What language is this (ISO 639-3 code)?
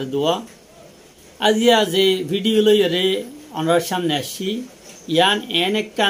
rhg